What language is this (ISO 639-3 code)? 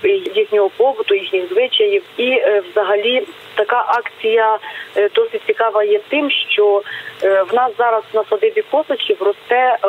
ukr